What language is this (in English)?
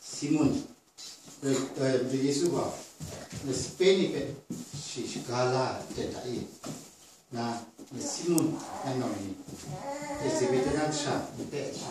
Kachin